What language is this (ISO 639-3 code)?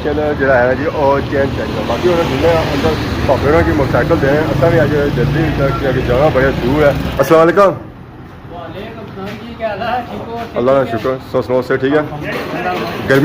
phr